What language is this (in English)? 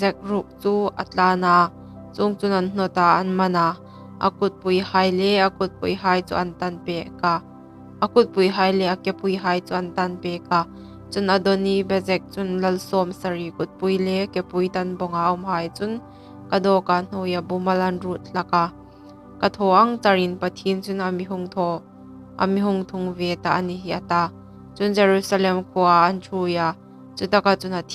Hmar